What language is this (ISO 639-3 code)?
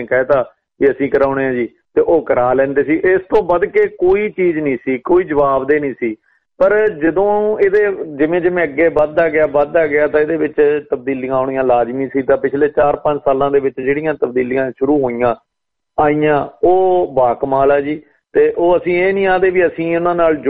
pan